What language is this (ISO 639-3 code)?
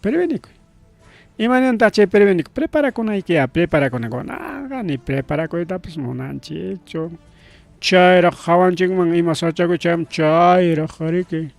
quy